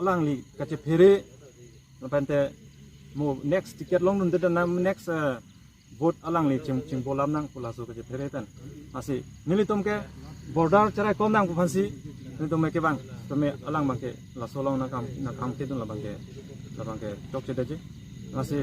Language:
Karbi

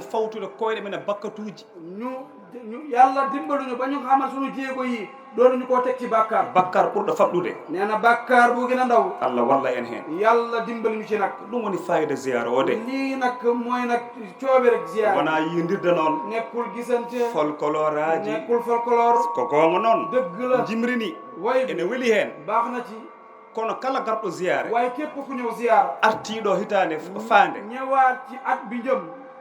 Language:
Fula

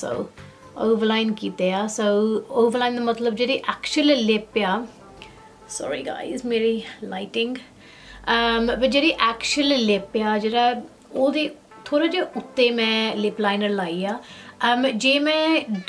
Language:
Punjabi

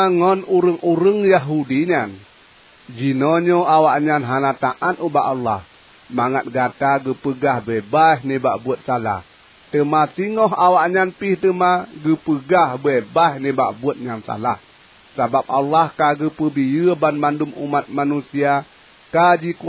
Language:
Achinese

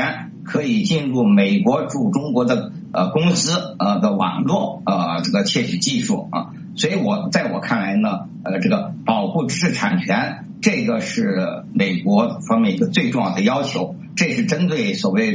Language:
Chinese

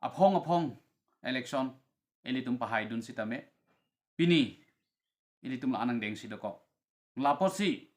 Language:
Karbi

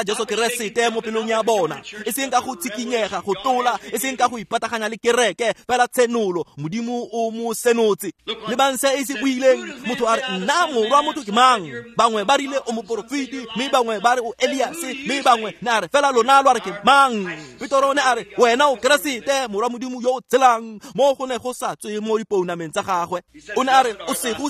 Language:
Tswana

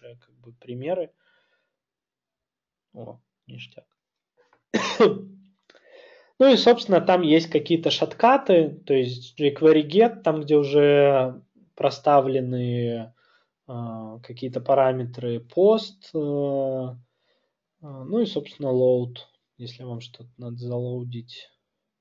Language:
Russian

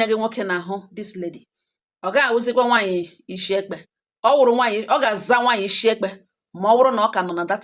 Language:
Igbo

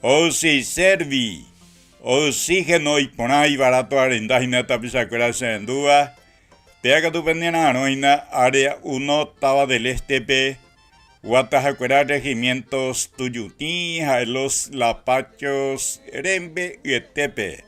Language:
Guarani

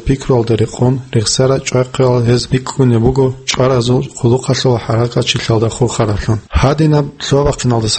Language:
Avaric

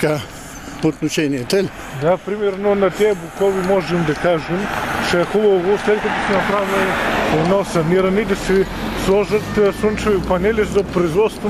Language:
Bulgarian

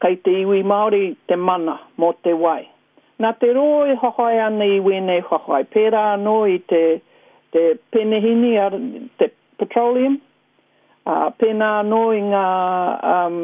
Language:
Māori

